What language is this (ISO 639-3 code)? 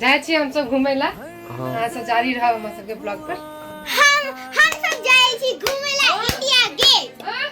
mai